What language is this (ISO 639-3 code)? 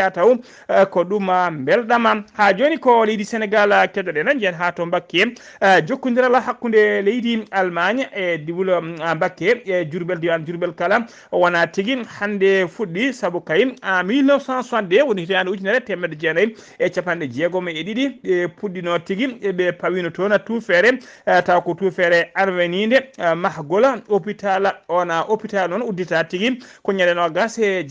ful